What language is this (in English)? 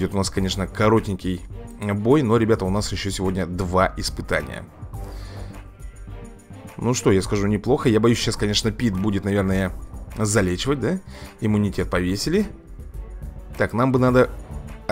Russian